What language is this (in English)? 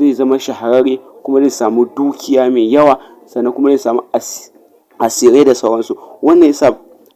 Hausa